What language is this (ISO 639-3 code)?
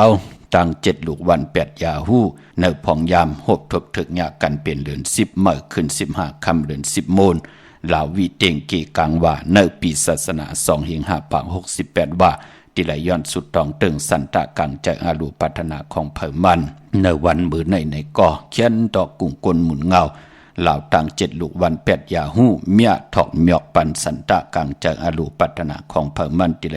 shn